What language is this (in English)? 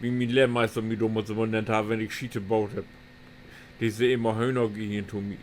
Low German